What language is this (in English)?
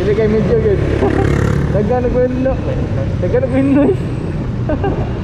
Cebuano